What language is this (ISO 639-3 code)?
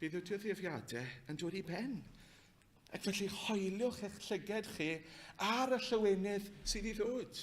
cym